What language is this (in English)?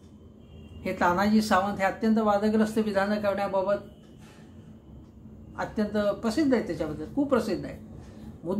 Marathi